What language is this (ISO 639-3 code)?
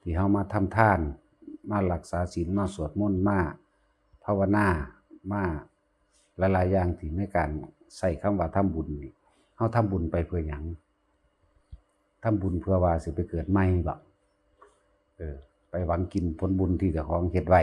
lao